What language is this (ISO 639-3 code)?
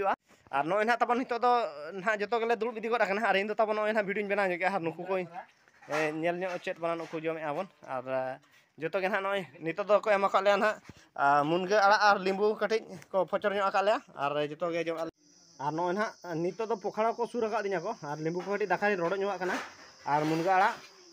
sat